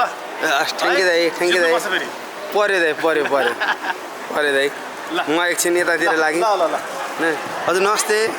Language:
Nepali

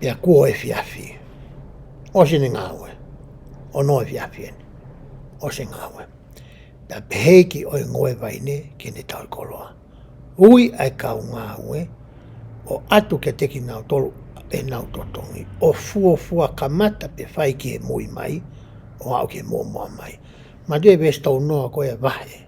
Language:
Tongan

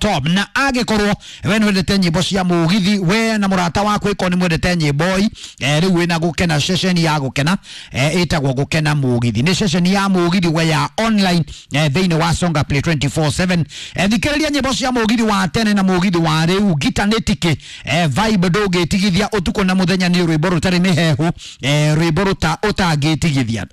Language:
Kikuyu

